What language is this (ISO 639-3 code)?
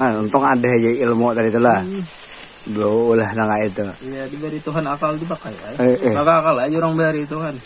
bjn